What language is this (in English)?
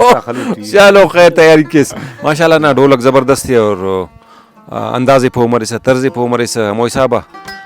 Brahui